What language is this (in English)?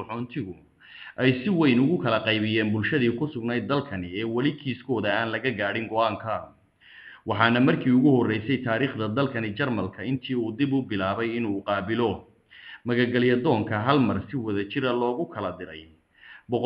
Somali